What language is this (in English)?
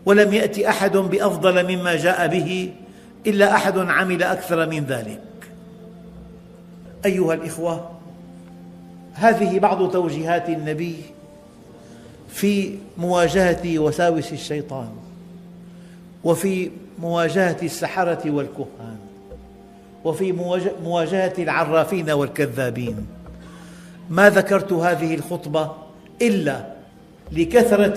Arabic